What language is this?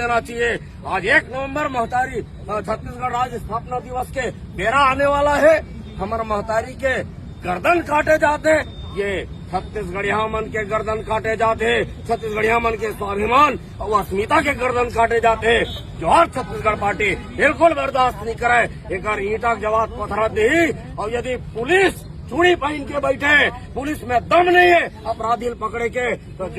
Chhattisgarhi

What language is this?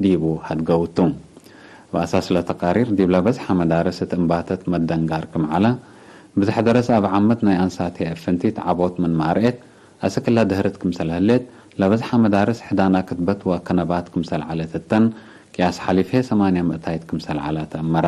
Tigre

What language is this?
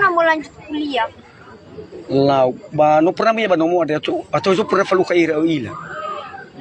Nias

